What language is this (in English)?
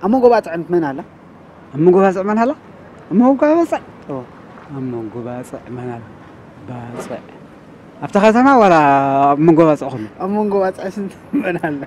Tigrinya